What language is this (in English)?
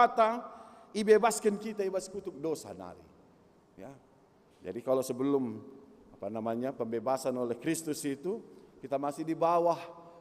Batak Karo